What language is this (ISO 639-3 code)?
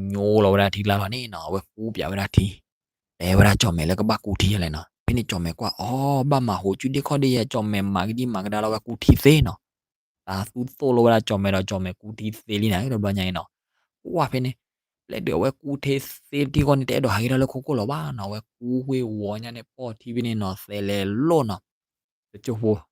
ksw